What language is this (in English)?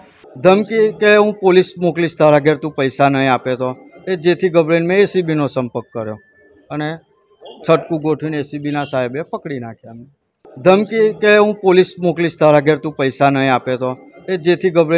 Gujarati